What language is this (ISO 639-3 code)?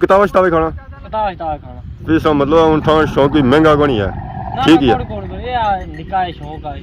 phr